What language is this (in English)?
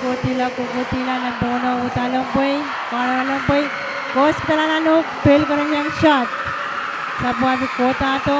Pohnpeian